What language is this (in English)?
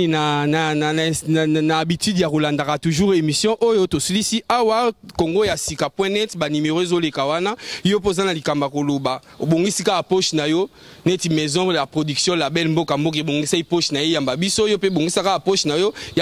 Lingala